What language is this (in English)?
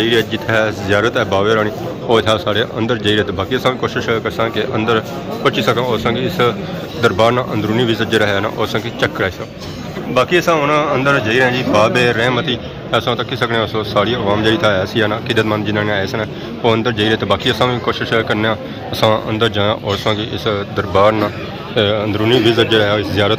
Pahari-Potwari